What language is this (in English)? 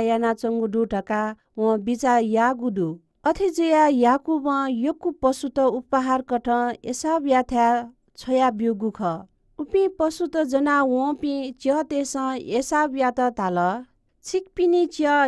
Newari